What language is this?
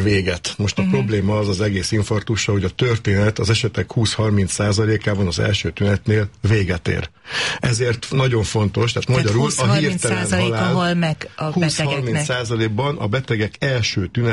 Hungarian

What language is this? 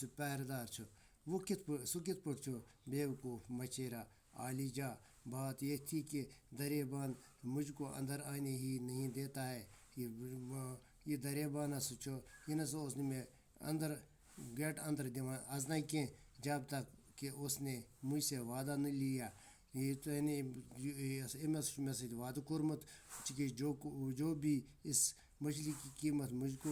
Kashmiri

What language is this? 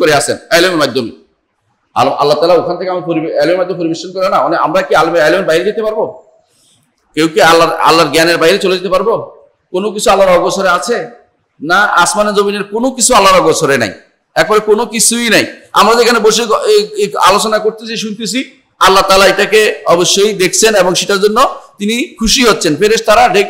Bangla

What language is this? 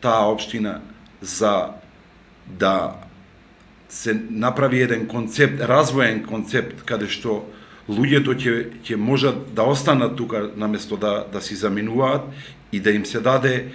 Macedonian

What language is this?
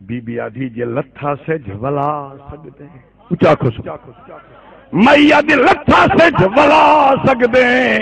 Saraiki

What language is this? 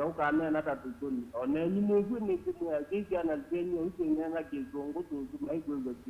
Kamba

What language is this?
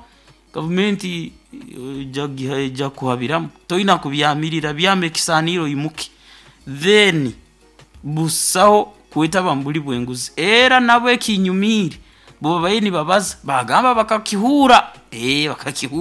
Nyoro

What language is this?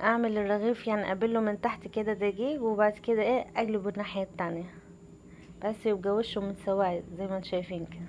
Egyptian Arabic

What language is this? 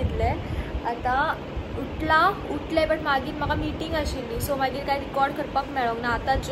Konkani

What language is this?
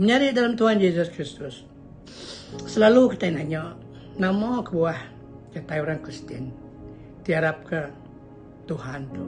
Iban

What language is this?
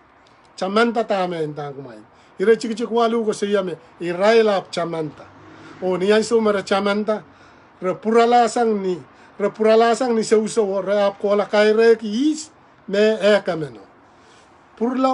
Pohnpeian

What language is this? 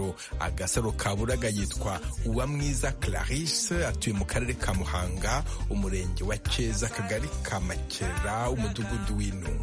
Kinyarwanda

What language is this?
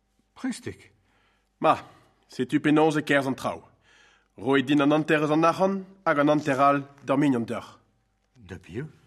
Breton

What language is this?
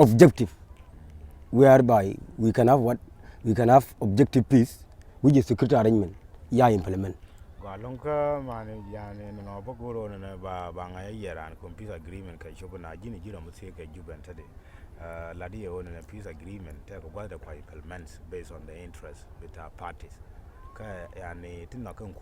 Nuer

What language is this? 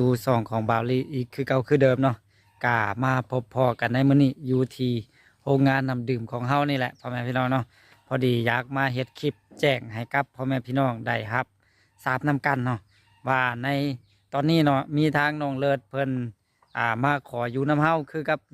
Lao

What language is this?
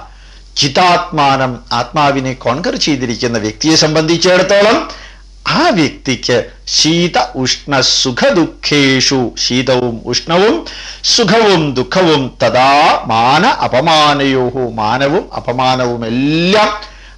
Malayalam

